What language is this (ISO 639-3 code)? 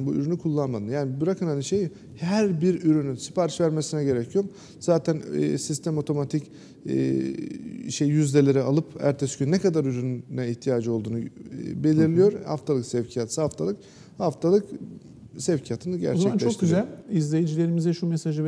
tur